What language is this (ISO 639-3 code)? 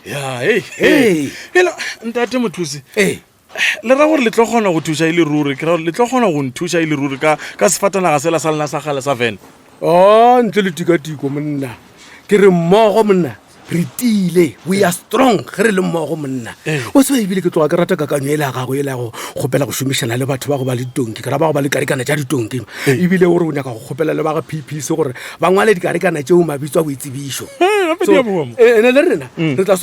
nso